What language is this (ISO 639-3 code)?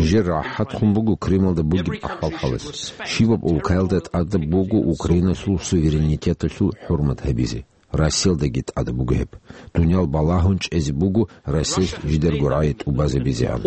ava